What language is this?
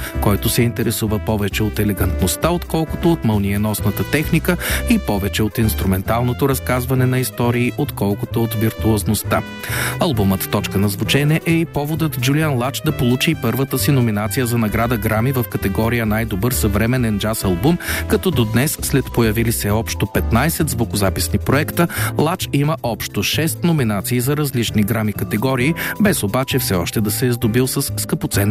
Bulgarian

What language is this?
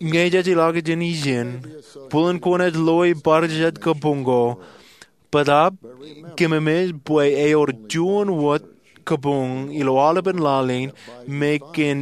Marshallese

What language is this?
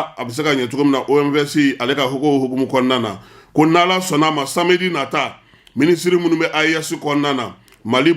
Bambara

